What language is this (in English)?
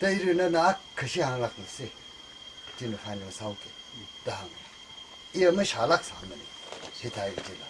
Tangkhul Naga (India)